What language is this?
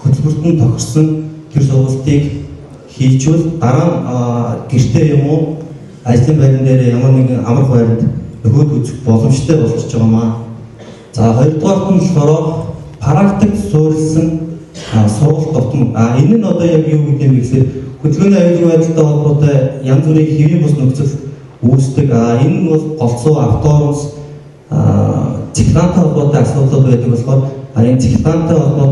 Mongolian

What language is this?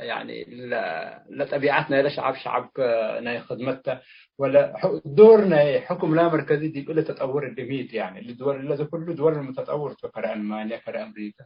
Tigre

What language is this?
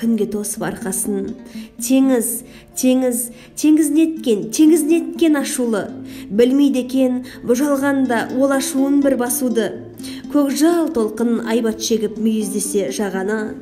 Kazakh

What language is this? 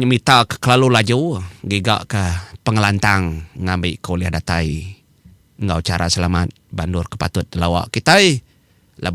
Iban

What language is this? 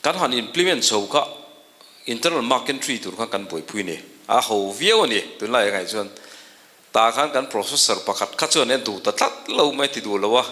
Mizo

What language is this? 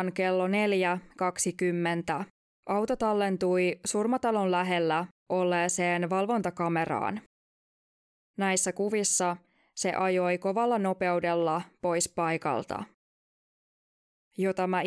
Finnish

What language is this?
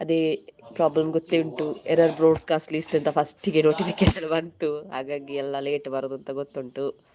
Tulu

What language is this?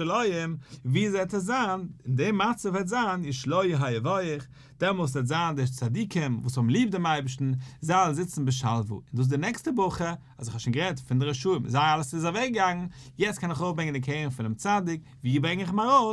Yiddish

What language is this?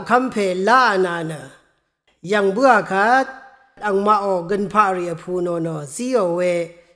Rawang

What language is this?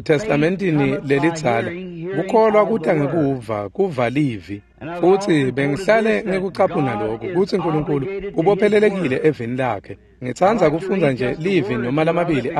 Swati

